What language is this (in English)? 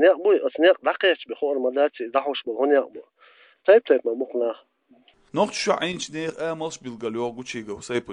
Chechen